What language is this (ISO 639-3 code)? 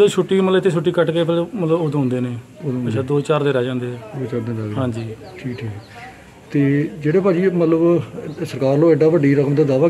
pan